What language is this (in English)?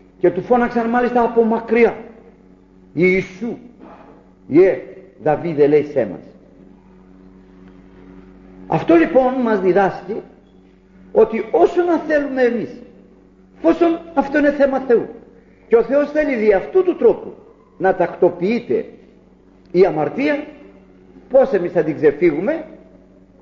Greek